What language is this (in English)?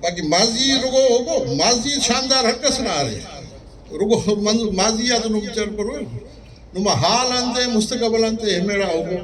Brahui